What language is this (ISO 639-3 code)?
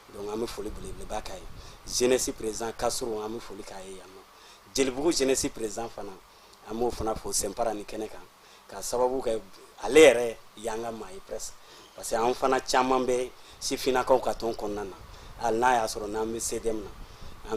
bam